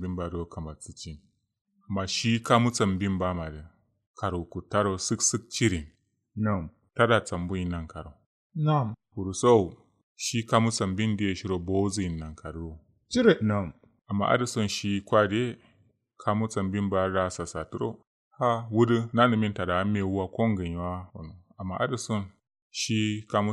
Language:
Kanuri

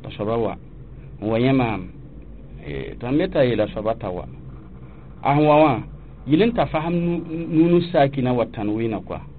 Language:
Mossi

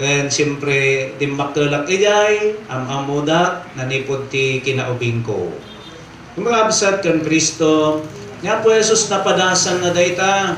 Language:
Iloko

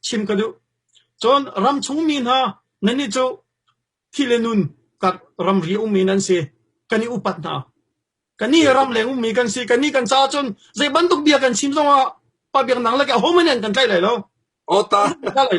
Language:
Hakha Chin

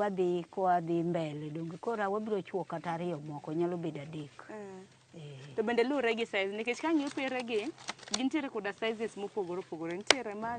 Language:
Luo (Kenya and Tanzania)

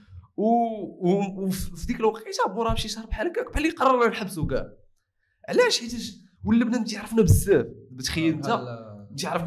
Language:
Moroccan Arabic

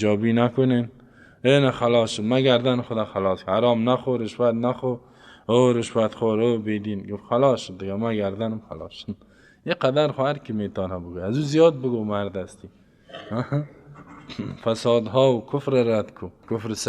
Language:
Persian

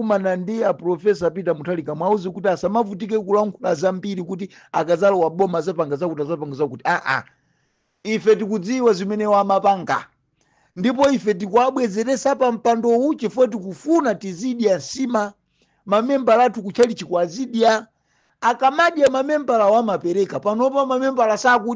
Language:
Nyanja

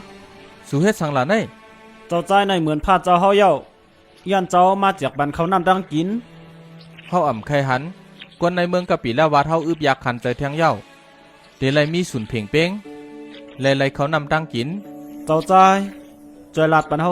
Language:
Shan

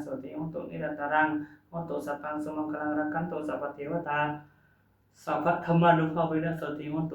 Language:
Pali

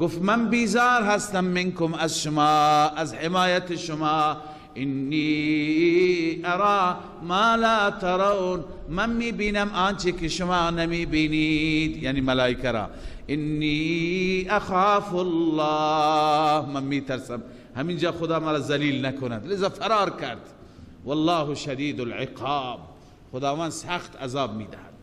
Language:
Persian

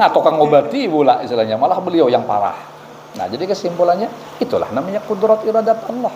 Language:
Banjar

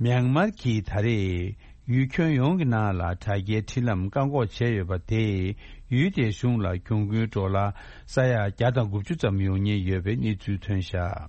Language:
Tibetan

